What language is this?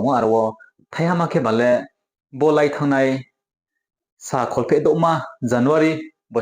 Riang (India)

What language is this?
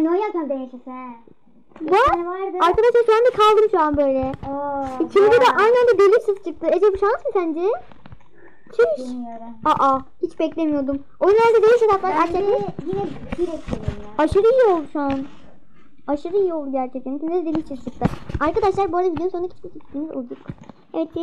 Turkish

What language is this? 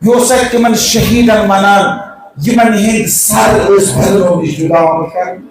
Kashmiri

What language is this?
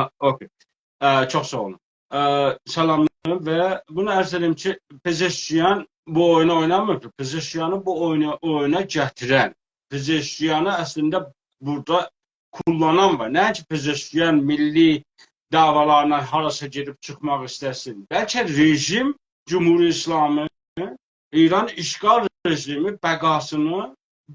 South Azerbaijani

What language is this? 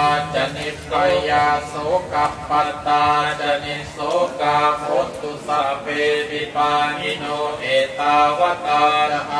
Pali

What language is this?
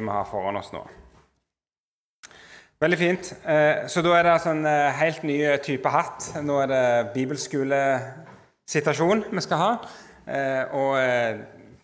Norwegian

